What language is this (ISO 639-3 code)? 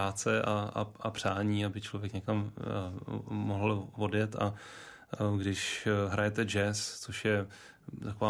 ces